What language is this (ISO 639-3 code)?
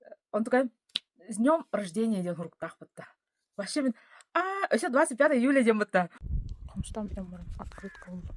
sah